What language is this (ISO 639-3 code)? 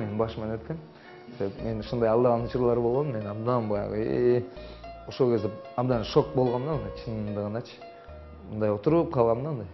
kir